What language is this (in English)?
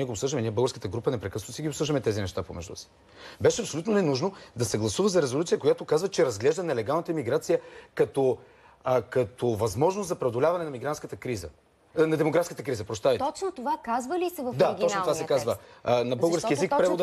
Bulgarian